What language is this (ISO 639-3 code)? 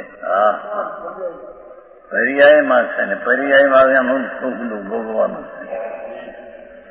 guj